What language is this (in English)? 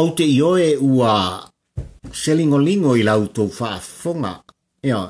Samoan